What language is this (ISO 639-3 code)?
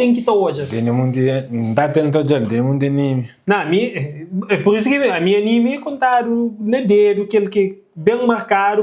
kea